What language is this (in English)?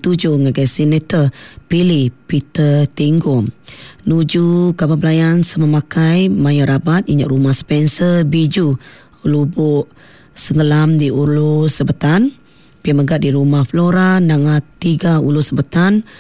Iban